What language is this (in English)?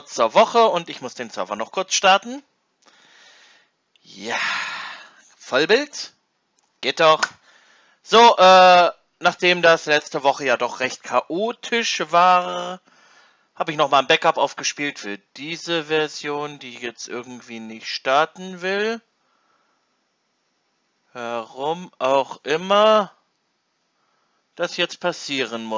German